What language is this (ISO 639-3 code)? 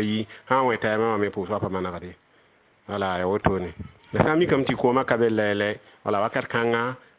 mos